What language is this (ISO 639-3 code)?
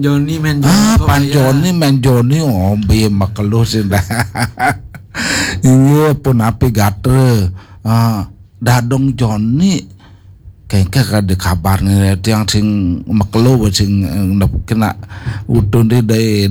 ban